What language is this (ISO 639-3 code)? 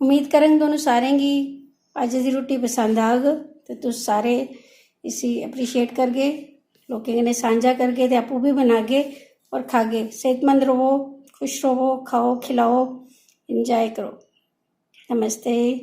doi